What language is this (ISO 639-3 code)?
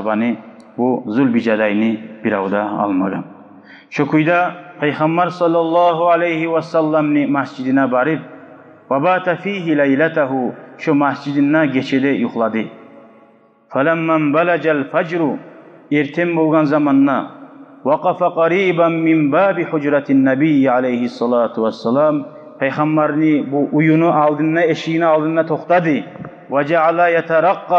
kum